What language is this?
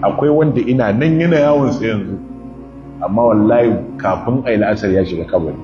Hausa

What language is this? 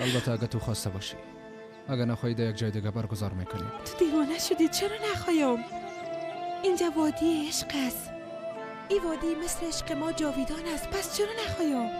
Persian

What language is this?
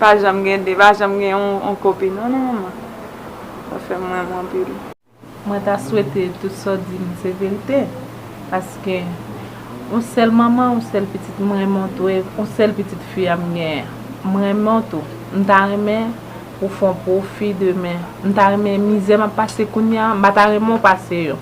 Haitian Creole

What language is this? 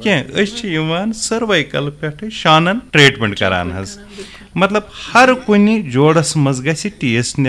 Kashmiri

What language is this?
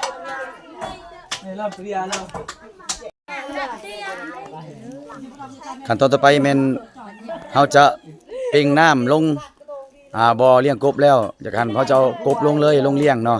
Lao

